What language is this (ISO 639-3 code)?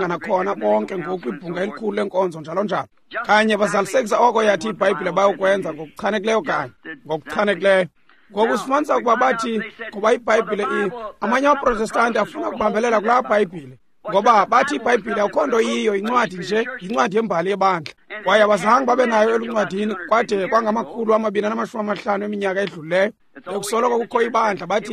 xho